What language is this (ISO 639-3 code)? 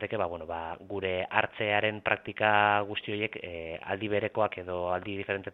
eus